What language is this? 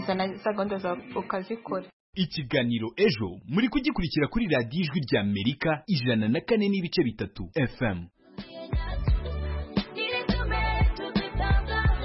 Kinyarwanda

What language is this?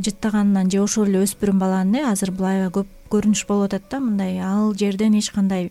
Kyrgyz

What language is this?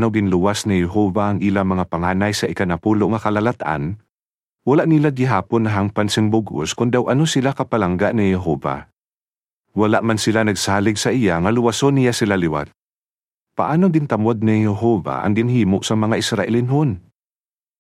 Hiligaynon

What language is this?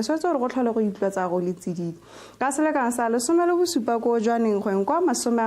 Tswana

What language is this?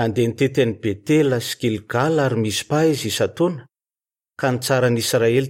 Malagasy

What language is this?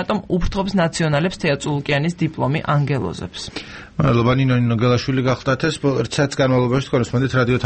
Georgian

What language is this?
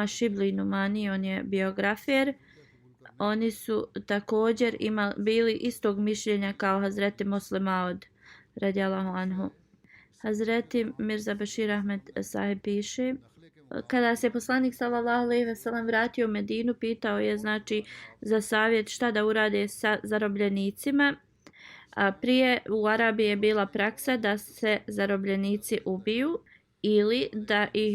Bosnian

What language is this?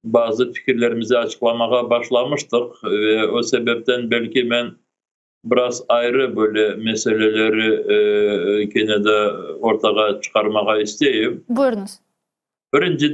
Crimean Tatar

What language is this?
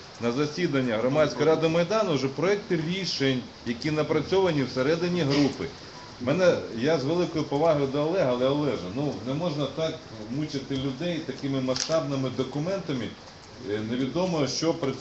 Ukrainian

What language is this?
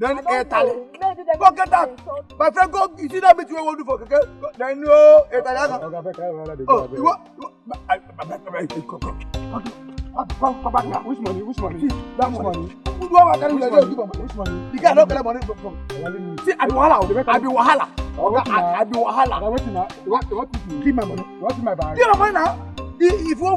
Nigerian Pidgin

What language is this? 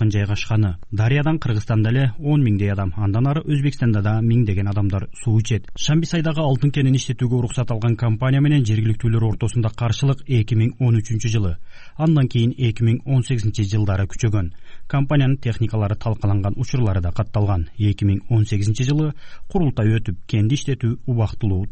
Kyrgyz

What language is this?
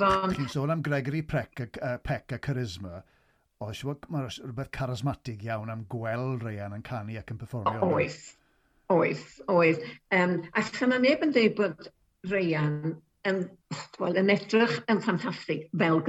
Welsh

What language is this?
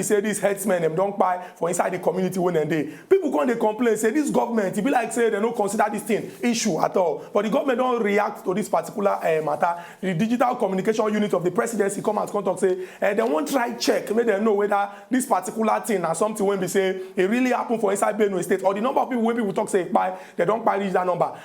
Nigerian Pidgin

